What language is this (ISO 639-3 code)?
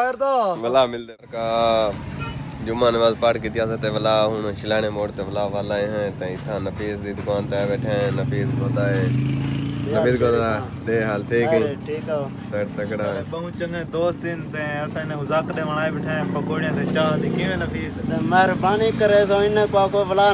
skr